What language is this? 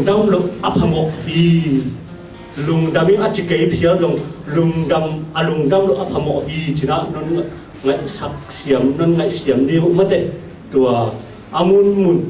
Tedim Chin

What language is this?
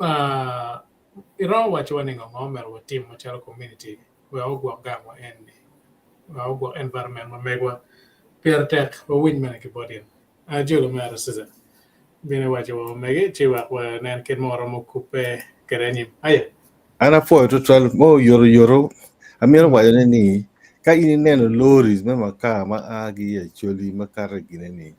Acoli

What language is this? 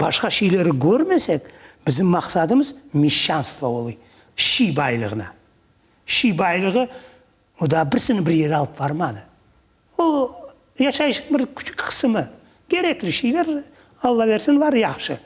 Crimean Tatar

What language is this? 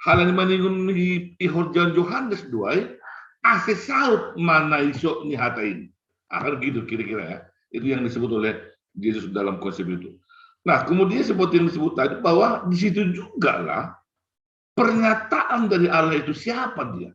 Batak Simalungun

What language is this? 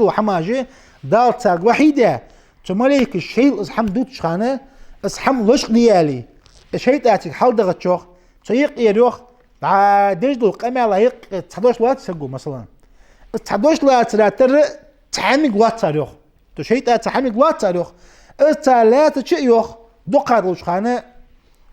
Ingush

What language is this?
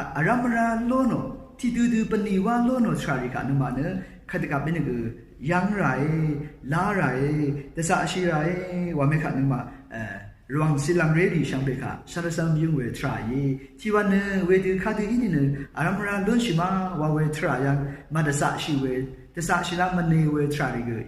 Rawang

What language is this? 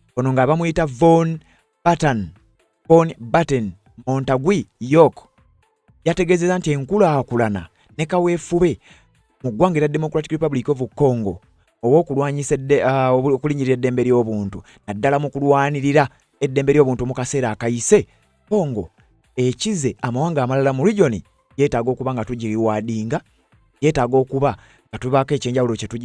Ganda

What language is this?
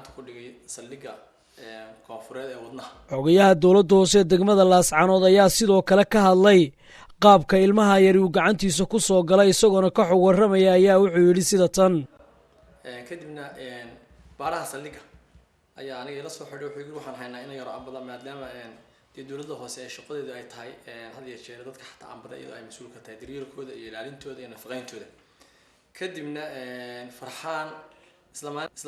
Somali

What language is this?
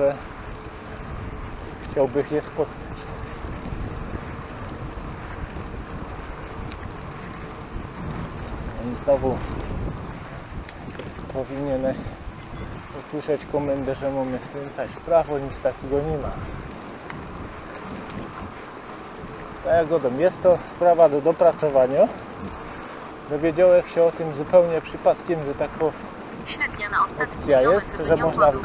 Polish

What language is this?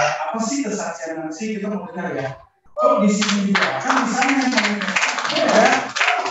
Indonesian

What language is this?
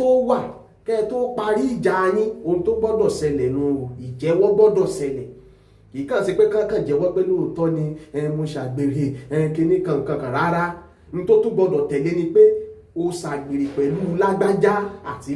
Yoruba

